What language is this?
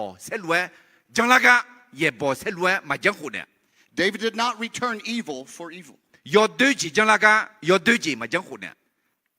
Akha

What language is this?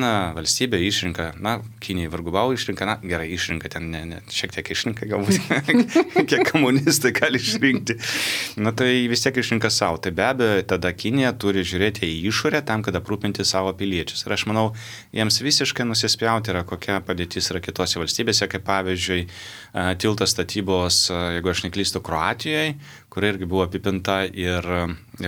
Lithuanian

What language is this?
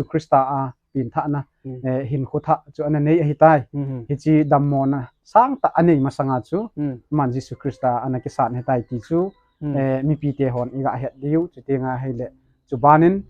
Thado Chin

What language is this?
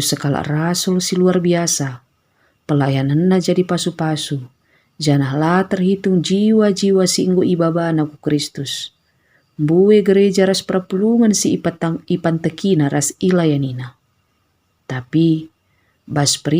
Batak Karo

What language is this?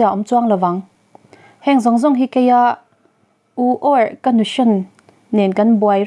Mizo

